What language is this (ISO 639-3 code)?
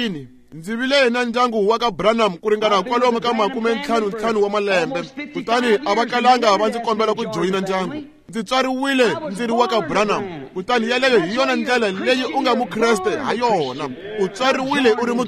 tso